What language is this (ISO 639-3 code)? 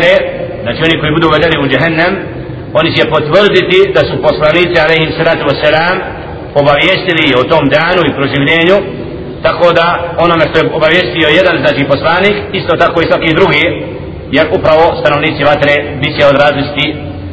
bos